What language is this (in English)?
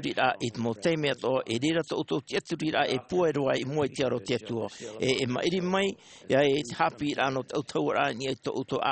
Tahitian